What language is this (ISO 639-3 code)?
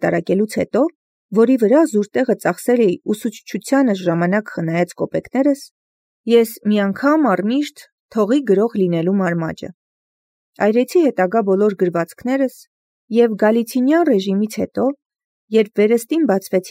hye